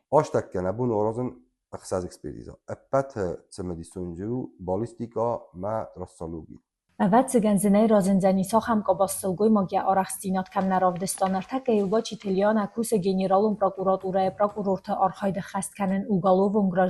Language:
Ossetic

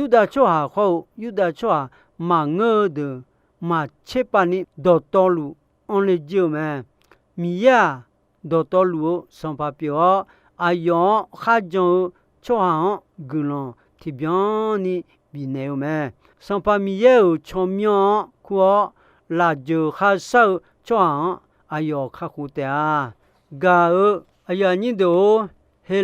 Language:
Akha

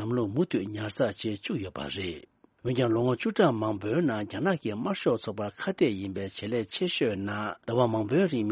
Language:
Tibetan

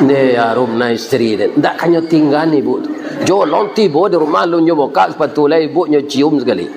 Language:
Minangkabau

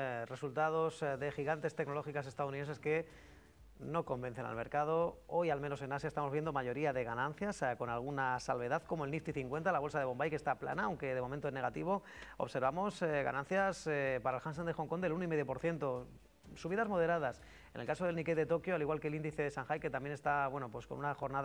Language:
Spanish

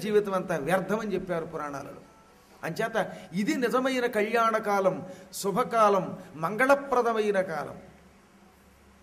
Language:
Telugu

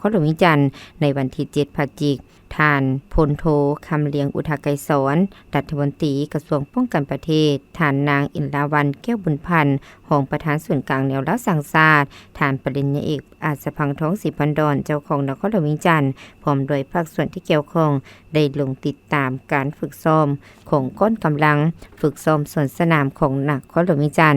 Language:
Lao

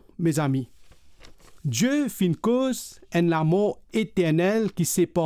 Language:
Morisyen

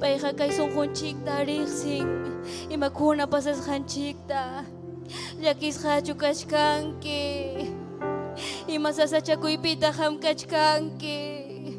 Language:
Ayacucho Quechua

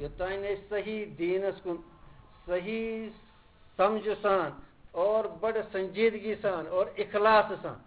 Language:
Kashmiri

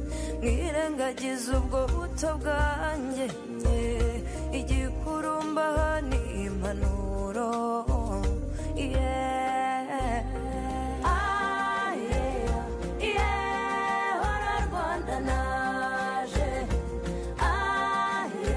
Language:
Kinyarwanda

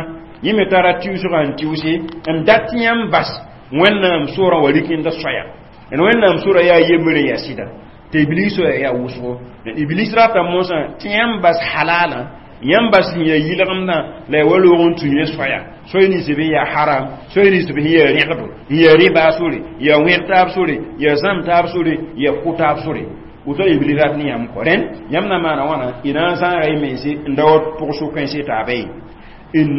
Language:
Mossi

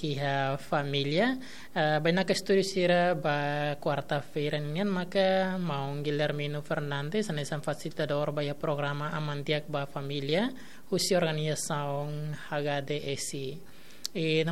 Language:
Tetum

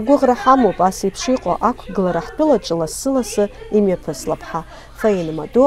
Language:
Abkhazian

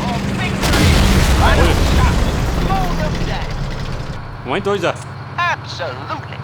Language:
Bavarian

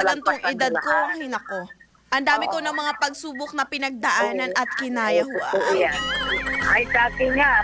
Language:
Filipino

